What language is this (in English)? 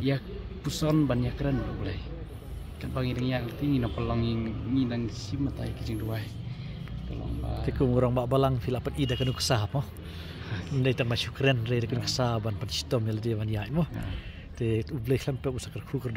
Khasi